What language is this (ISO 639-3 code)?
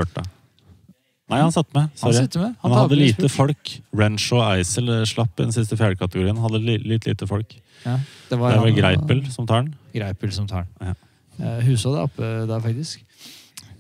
nor